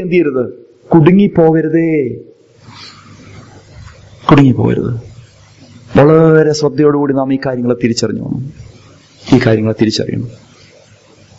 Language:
Malayalam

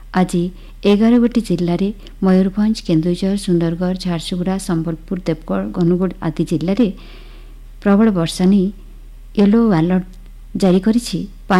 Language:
Odia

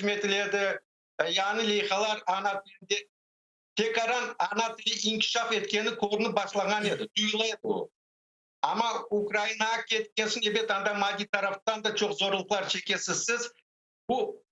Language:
Crimean Tatar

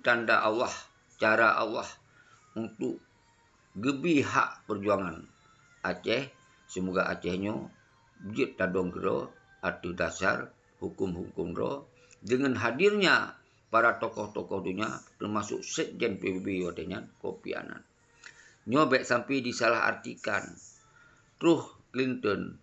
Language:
Achinese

